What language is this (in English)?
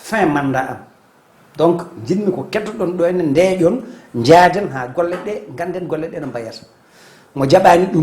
Fula